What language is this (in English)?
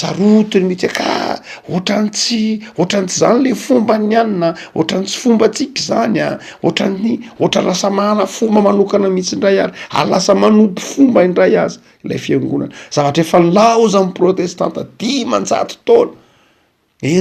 Malagasy